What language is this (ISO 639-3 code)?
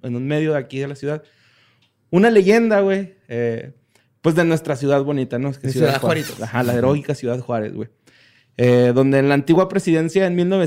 spa